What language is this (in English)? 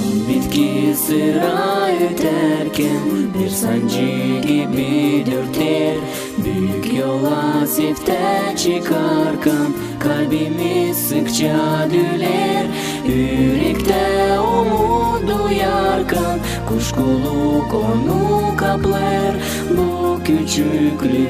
Gagauz